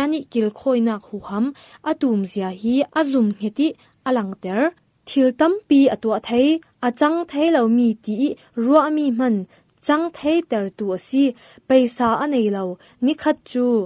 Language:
Falam Chin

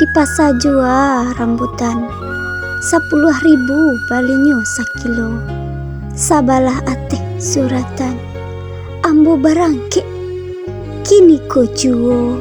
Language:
Minangkabau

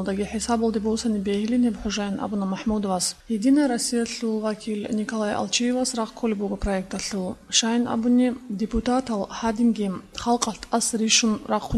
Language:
Avaric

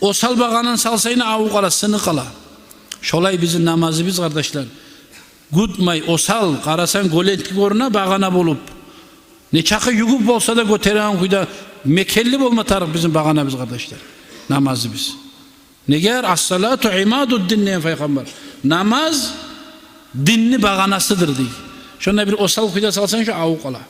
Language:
Kumyk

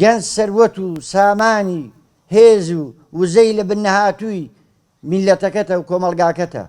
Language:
Central Kurdish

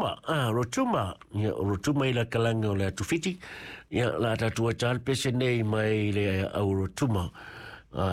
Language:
Samoan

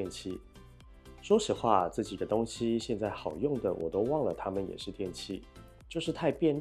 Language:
Chinese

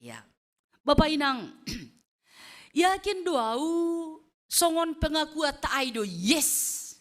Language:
Batak Simalungun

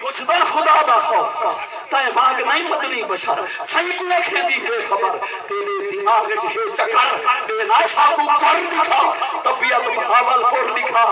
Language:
Saraiki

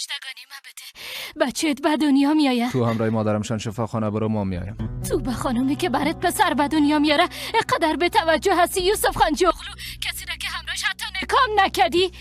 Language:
Persian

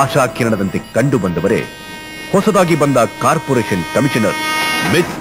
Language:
Kannada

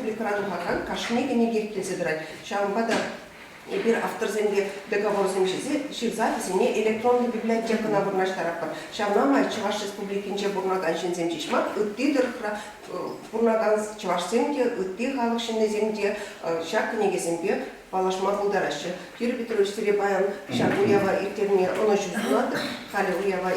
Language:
Chuvash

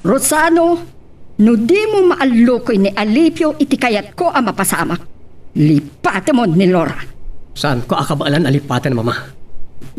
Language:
Iloko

